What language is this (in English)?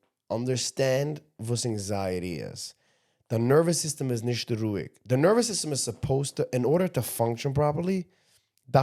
Yiddish